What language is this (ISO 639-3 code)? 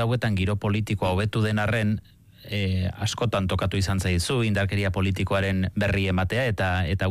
eus